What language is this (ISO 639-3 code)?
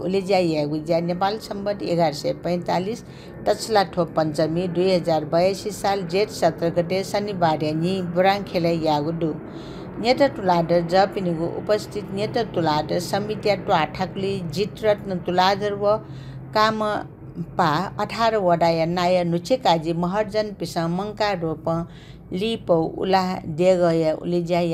new